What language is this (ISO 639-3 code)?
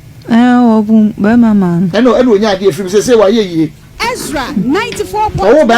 aka